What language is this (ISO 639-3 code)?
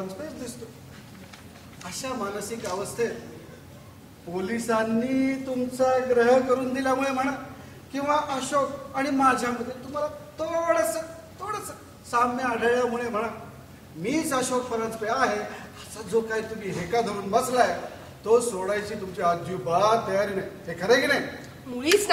mar